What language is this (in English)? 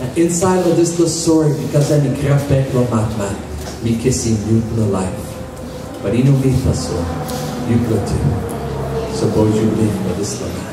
Tok Pisin